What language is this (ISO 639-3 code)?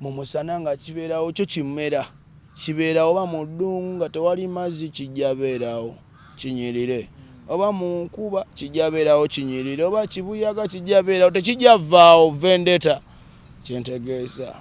lug